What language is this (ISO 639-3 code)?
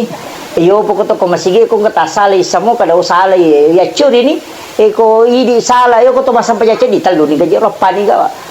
bug